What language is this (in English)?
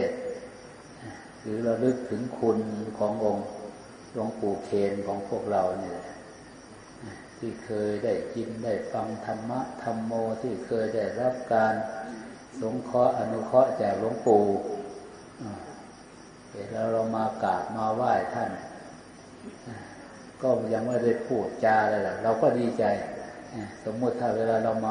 Thai